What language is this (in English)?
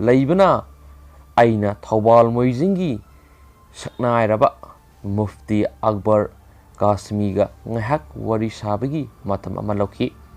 Manipuri